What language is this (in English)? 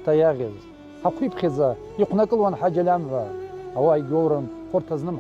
Abkhazian